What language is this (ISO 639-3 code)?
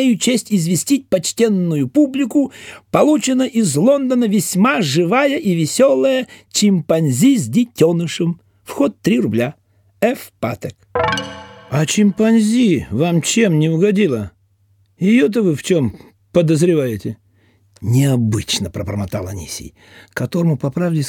rus